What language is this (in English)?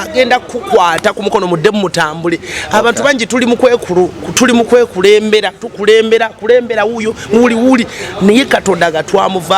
Ganda